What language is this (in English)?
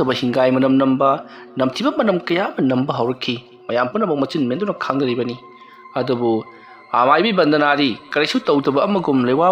Manipuri